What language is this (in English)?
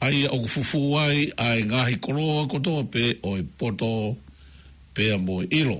Tongan